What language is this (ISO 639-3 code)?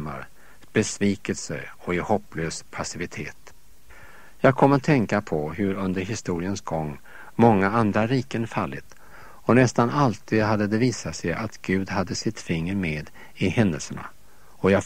swe